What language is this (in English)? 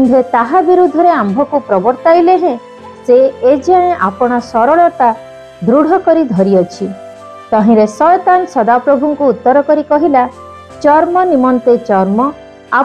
Odia